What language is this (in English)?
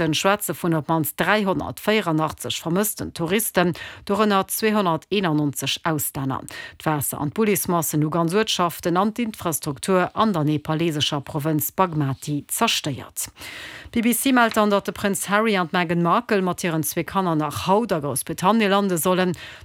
Luxembourgish